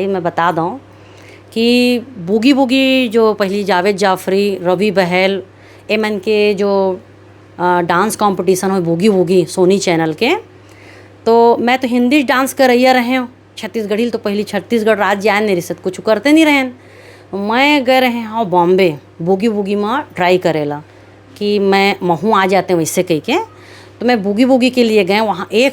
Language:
Chhattisgarhi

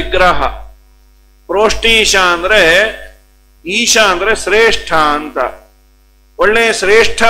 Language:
Kannada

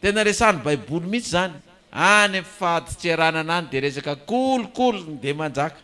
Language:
Malagasy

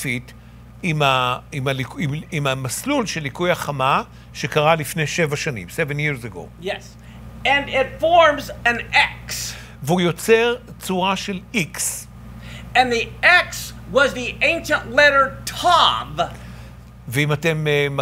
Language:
Hebrew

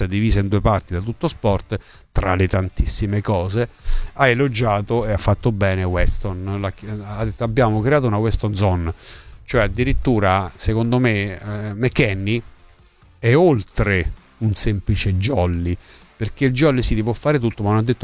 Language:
Italian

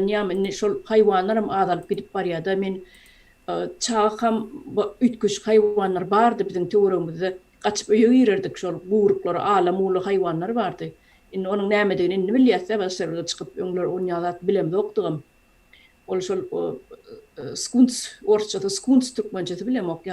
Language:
Turkmen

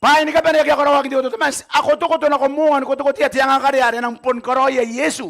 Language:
Gilbertese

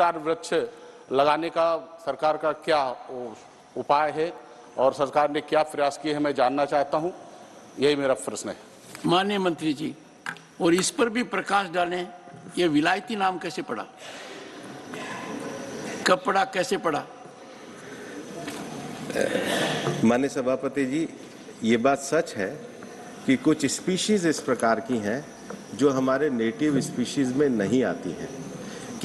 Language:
Hindi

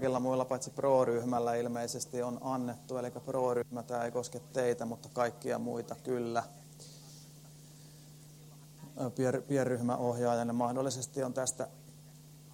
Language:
Finnish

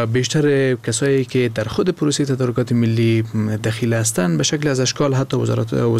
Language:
Persian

